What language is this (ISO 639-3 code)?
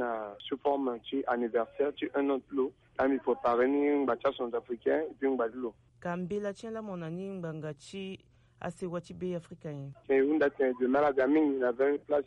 sag